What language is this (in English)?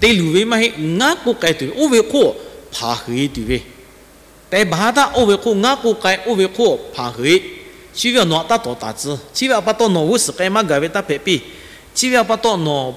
Lahu